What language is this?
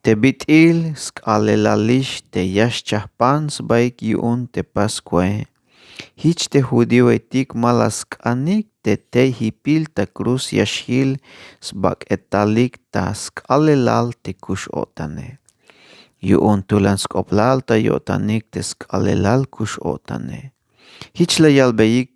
Tzeltal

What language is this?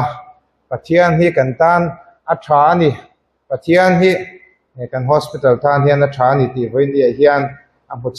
Mizo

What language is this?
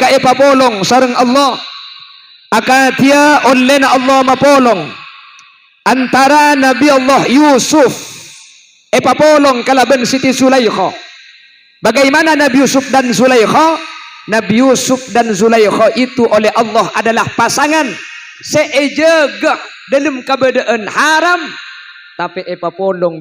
Madurese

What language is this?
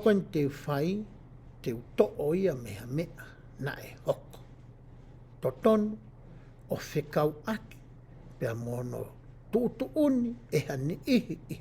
Tongan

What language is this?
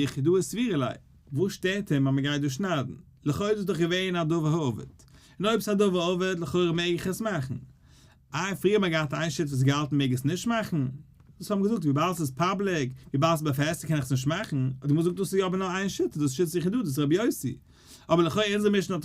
Yiddish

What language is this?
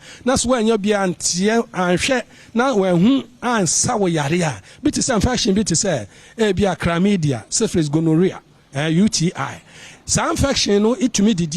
Akan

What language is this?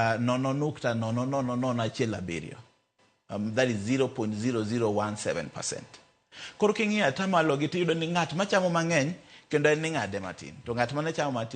Luo (Kenya and Tanzania)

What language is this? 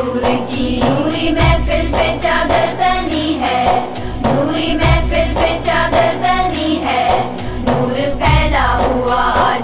Hindi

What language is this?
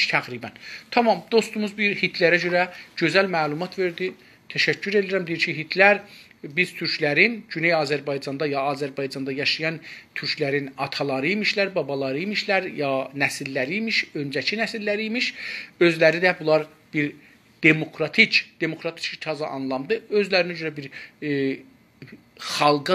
South Azerbaijani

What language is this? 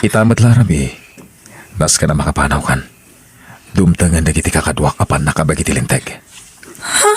Iloko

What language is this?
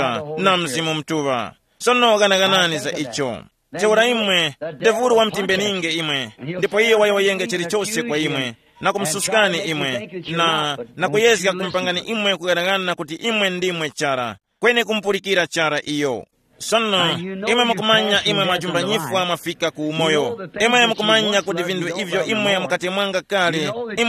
Tumbuka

